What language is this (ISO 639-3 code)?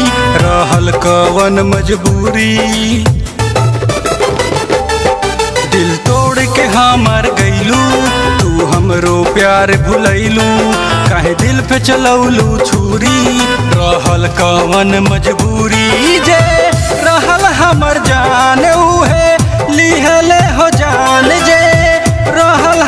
bho